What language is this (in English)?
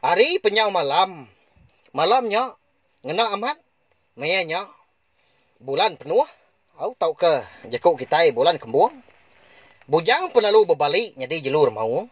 Iban